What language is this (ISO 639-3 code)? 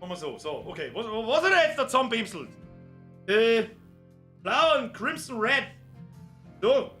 bar